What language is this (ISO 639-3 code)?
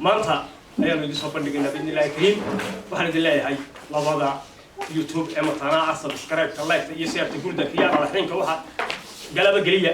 som